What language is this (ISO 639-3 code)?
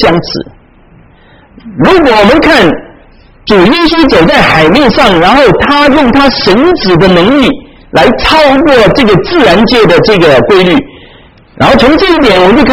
zho